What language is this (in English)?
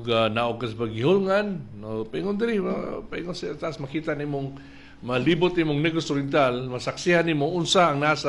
Cebuano